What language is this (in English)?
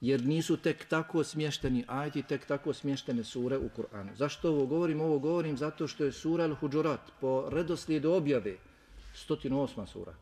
Bosnian